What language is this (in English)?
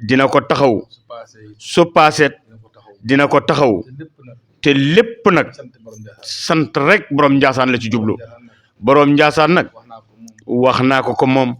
Wolof